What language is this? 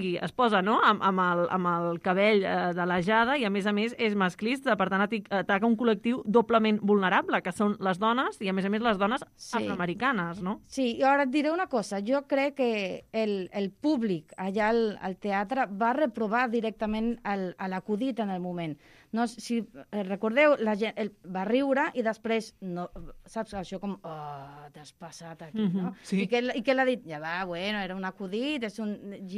Catalan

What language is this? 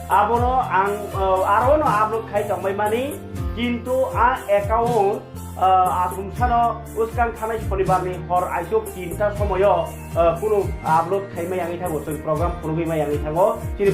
Kok Borok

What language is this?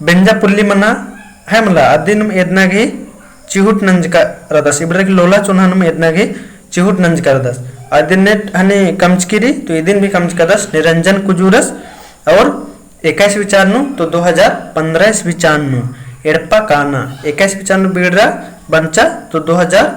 Kurukh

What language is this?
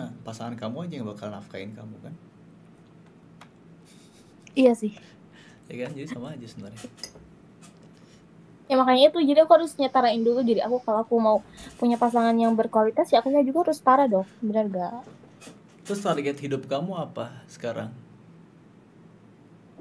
Indonesian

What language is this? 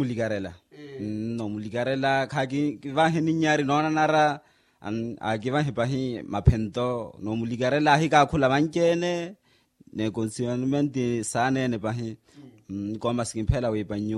Makhuwa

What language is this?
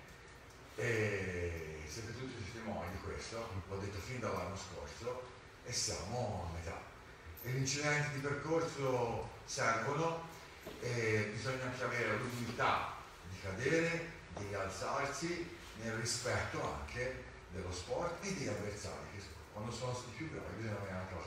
Italian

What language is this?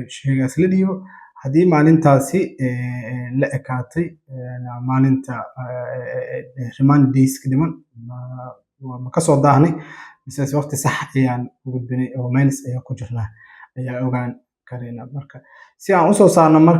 Somali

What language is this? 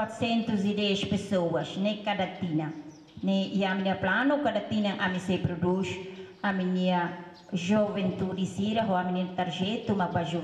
Tetum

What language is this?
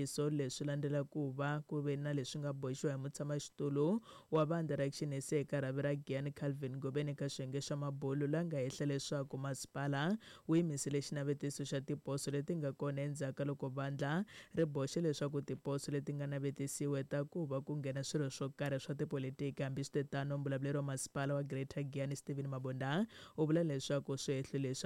Tsonga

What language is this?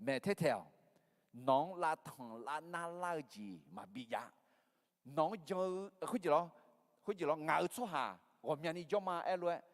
Akha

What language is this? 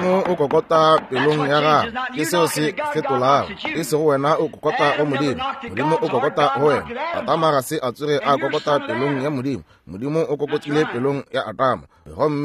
Northern Sotho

